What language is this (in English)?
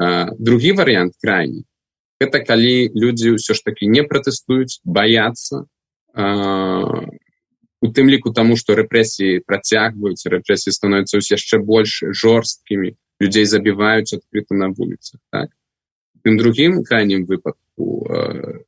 Belarusian